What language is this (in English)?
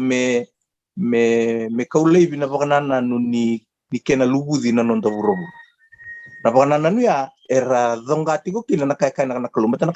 Fijian